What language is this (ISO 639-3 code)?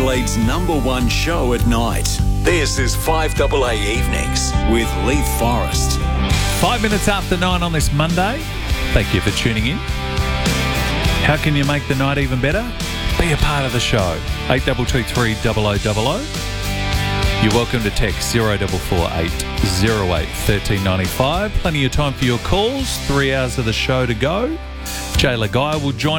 eng